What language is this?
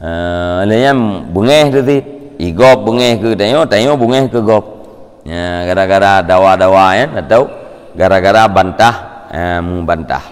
Achinese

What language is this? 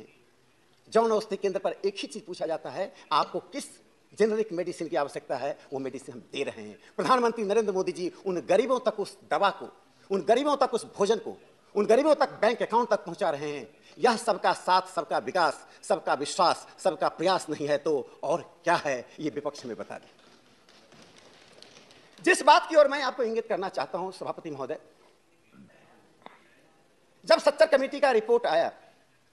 Hindi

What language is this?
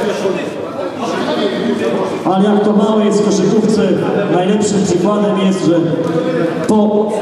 Polish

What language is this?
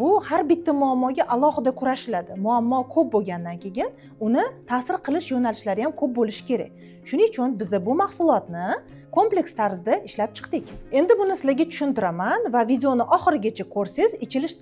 Uzbek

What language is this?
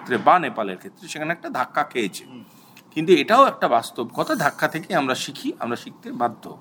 Bangla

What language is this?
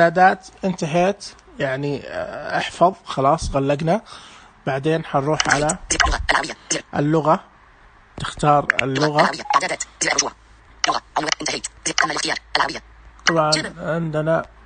Najdi Arabic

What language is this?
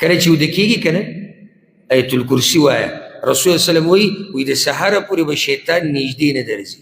Pashto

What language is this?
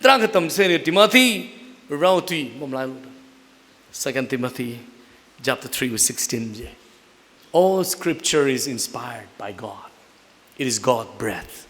Tangkhul Naga (India)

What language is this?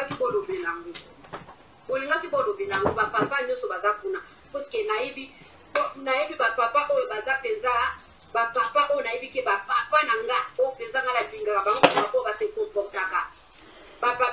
Lingala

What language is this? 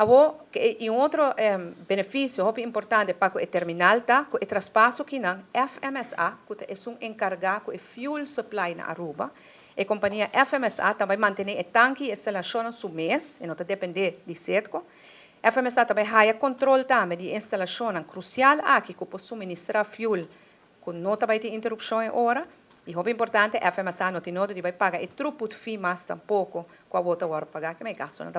Papiamento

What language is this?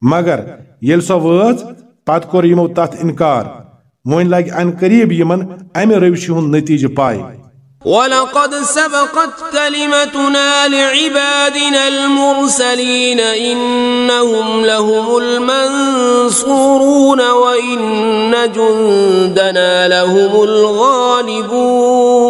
Kashmiri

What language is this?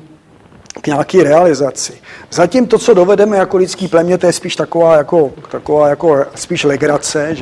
Czech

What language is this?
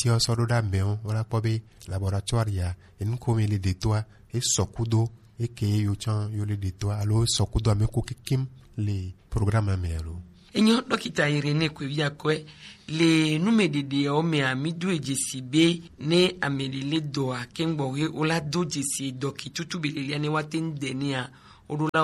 Gen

